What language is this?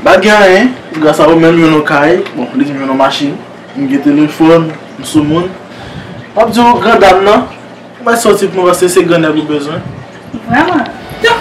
Haitian Creole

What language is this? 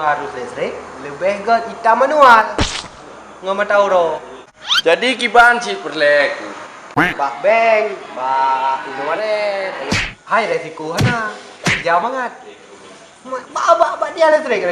Achinese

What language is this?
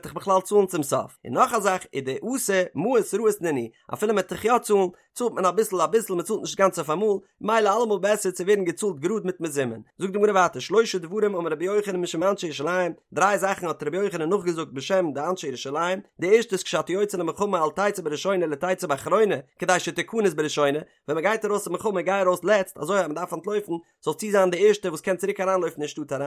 Yiddish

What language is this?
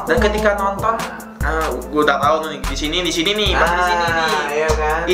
Indonesian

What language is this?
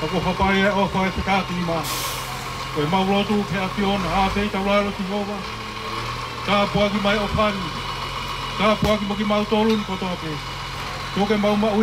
Tongan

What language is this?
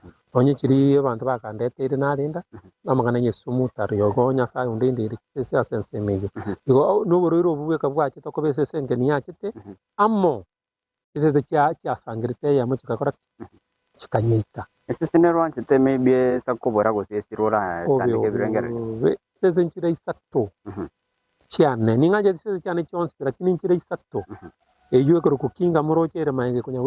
Gusii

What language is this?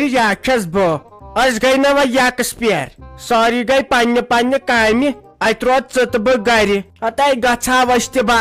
Kashmiri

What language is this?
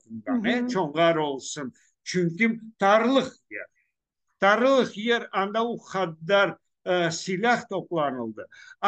Crimean Tatar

